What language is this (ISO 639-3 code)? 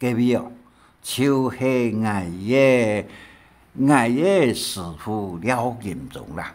hak